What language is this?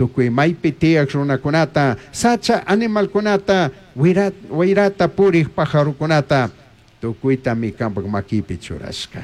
Chimborazo Highland Quichua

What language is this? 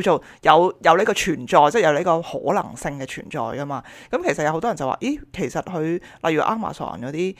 Cantonese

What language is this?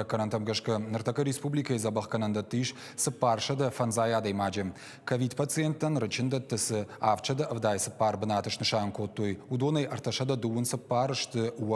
Ossetic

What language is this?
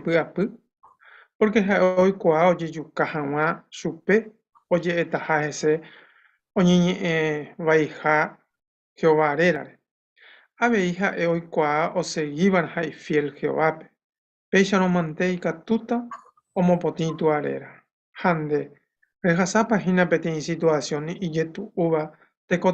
Guarani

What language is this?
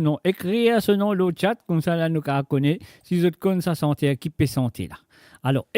Morisyen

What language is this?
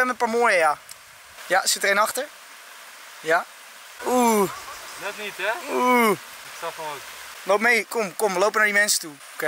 Dutch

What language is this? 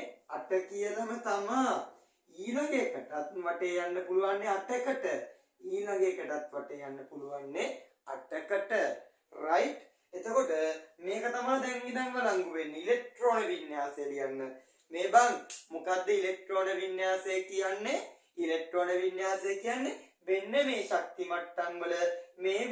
Sinhala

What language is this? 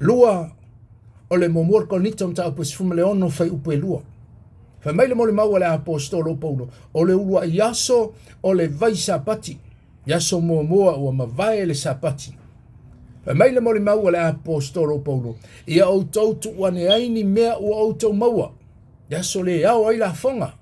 Samoan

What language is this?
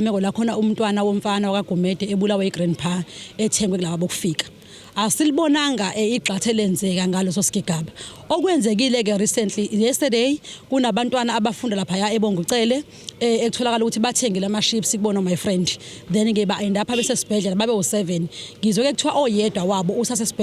Zulu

